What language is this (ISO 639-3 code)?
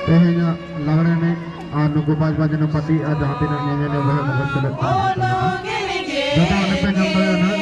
sat